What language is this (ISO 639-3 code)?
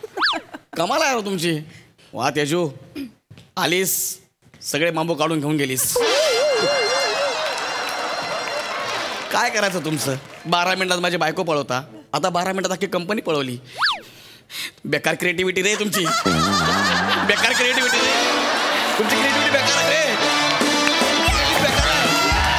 mar